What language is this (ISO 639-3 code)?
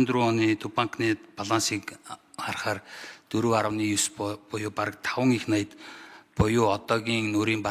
mon